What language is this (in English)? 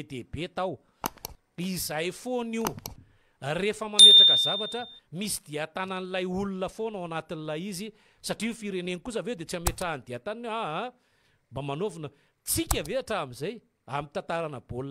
Malagasy